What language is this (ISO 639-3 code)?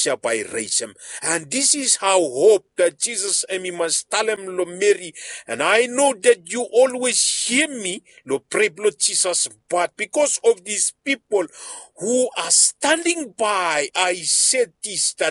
bis